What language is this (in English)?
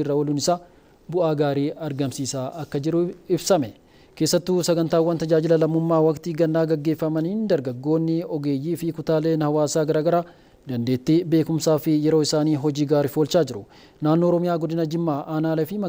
Oromo